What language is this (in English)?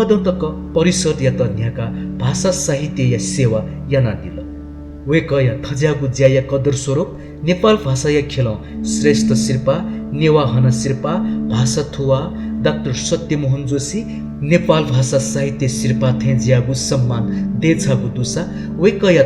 Newari